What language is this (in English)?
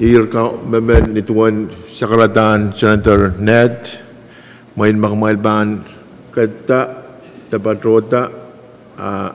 Pohnpeian